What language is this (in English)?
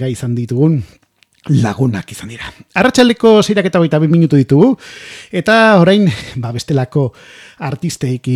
Basque